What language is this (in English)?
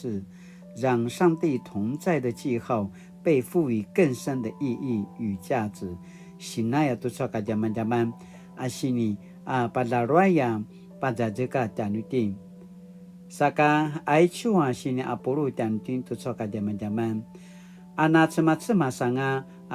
Paiwan